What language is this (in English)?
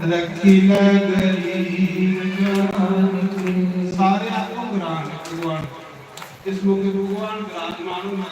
Dogri